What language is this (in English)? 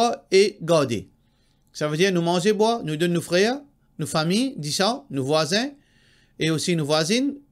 Morisyen